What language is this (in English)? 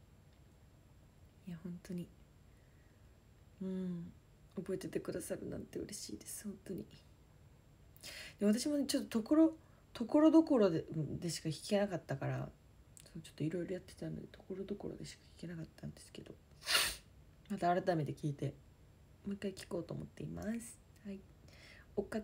Japanese